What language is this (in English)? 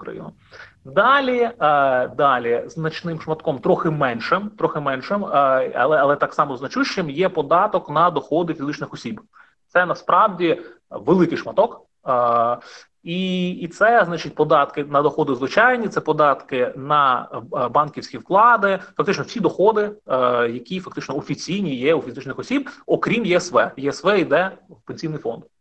Ukrainian